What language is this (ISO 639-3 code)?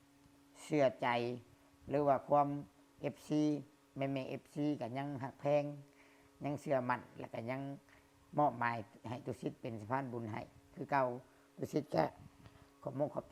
lao